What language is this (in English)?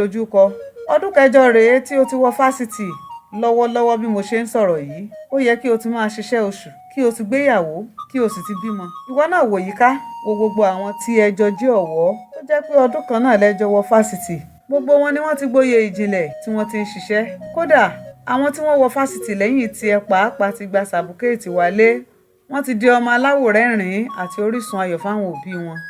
Yoruba